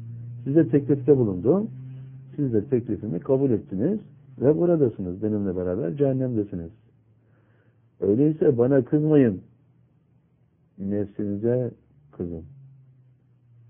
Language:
Turkish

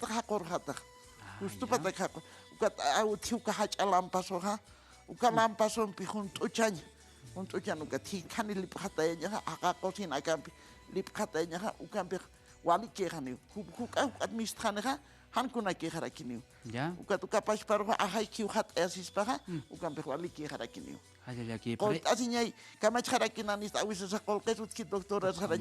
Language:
Aymara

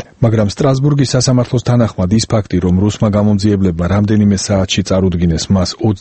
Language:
Georgian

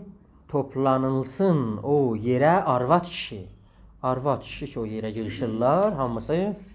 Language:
South Azerbaijani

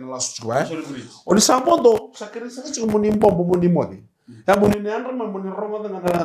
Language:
Fijian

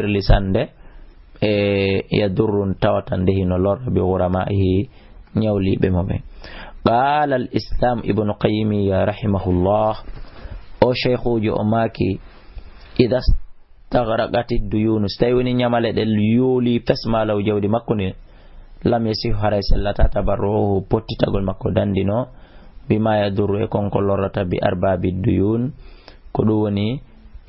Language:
Fula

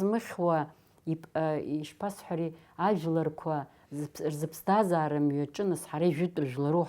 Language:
Abkhazian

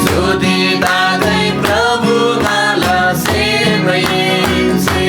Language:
Eastern Tamang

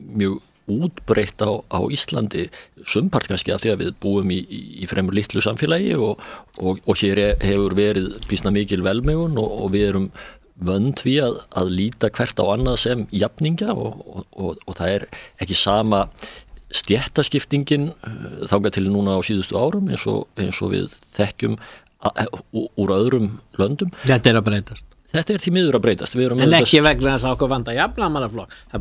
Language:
Icelandic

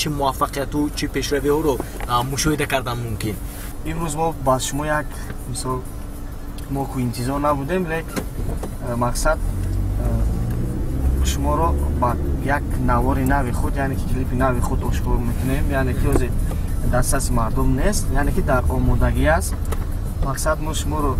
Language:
Tajik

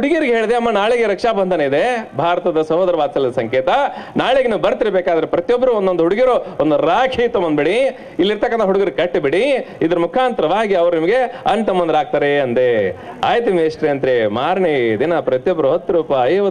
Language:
Kannada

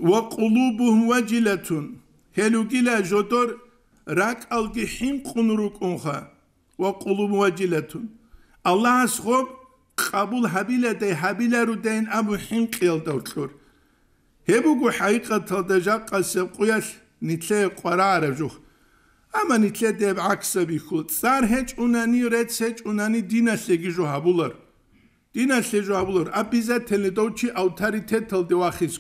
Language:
Avaric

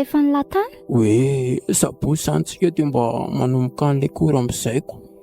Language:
Malagasy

